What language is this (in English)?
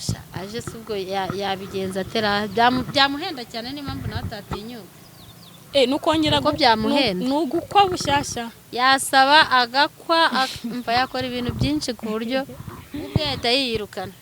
Kinyarwanda